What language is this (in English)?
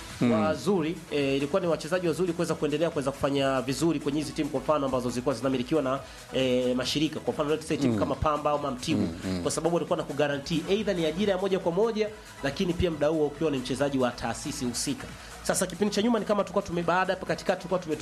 Swahili